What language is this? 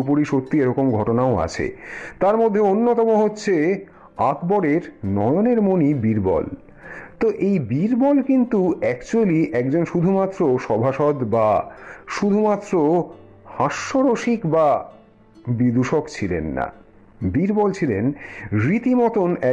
Bangla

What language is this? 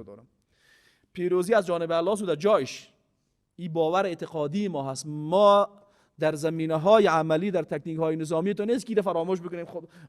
Persian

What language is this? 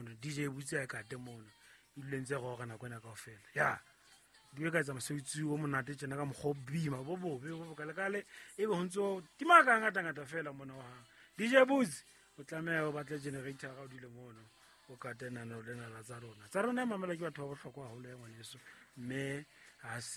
Southern Sotho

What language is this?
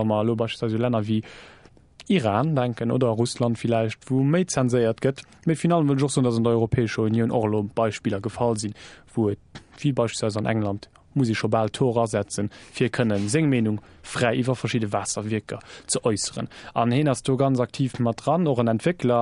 Luxembourgish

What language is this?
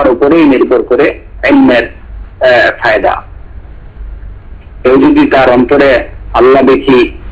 Bangla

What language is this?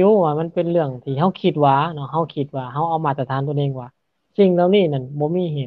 Lao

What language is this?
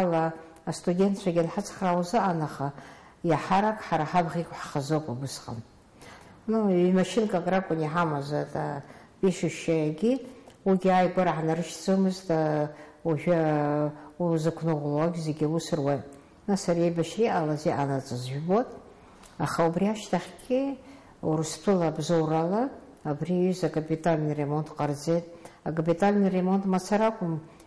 Abkhazian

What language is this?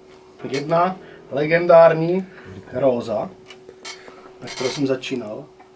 Czech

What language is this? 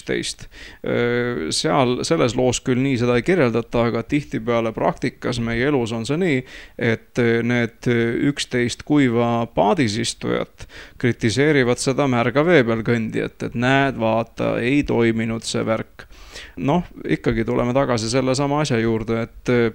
Estonian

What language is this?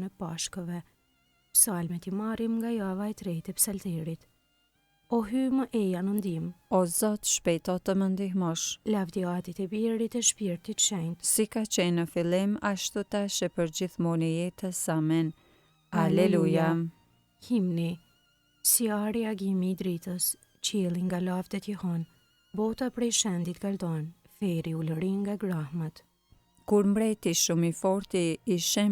Albanian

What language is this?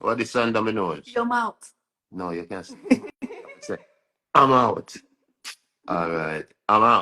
Jamaican Creole English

